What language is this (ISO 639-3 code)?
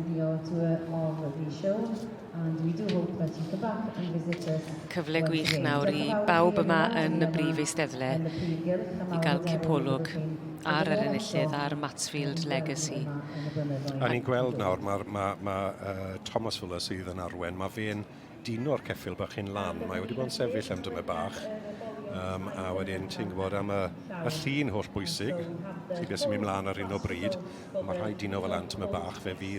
cym